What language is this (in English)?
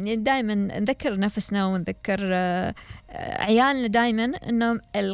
Gulf Arabic